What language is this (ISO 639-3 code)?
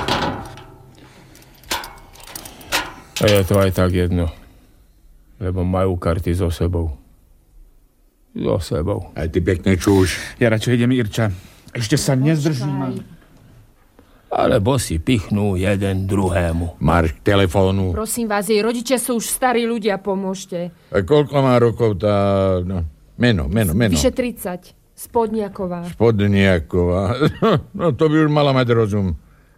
slk